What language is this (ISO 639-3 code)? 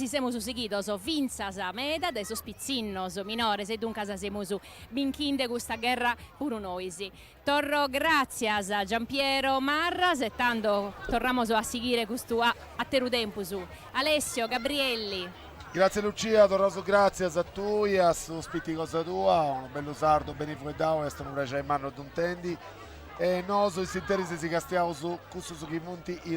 srd